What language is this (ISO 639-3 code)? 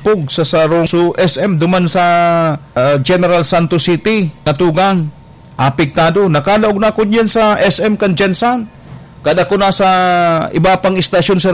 bik